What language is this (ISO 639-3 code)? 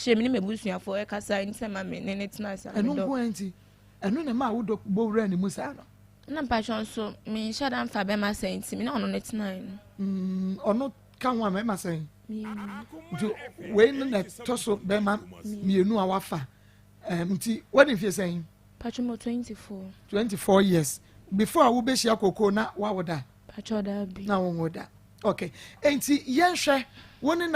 aka